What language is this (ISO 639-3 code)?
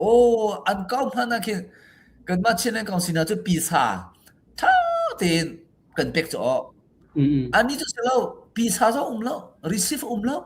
cnh